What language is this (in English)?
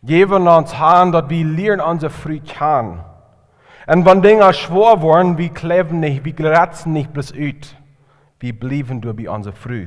Plautdietsch